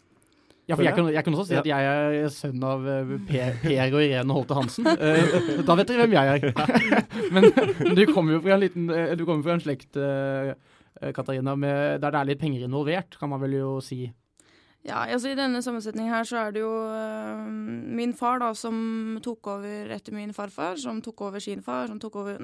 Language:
Norwegian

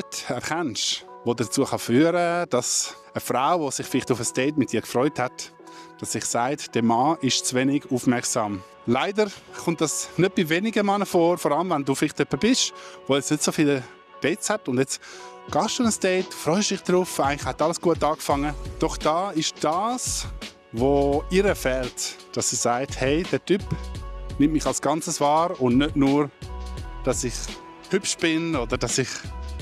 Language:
Swiss German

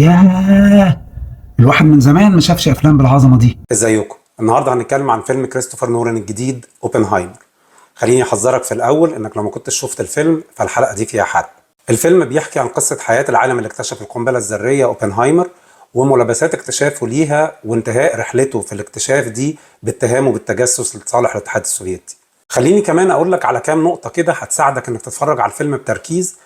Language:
Egyptian Arabic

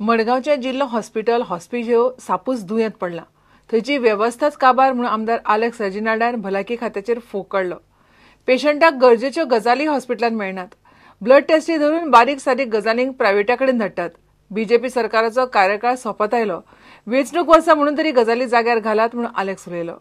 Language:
Konkani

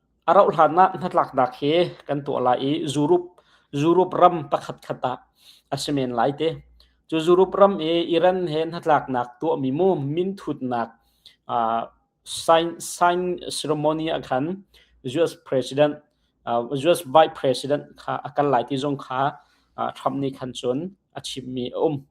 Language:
Hakha Chin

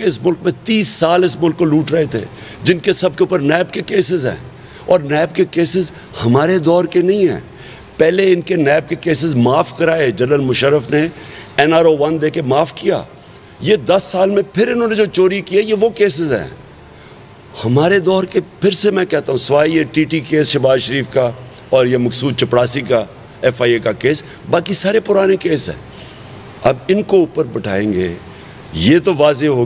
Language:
Urdu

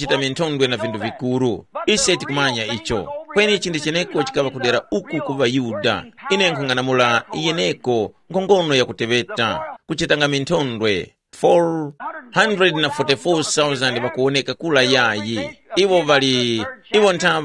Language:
Tumbuka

